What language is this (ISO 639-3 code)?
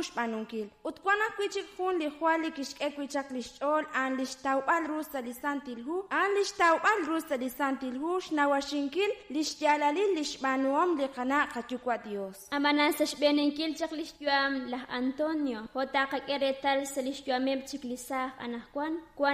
kek